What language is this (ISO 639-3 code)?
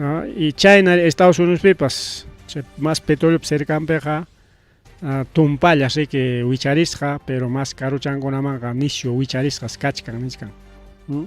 quy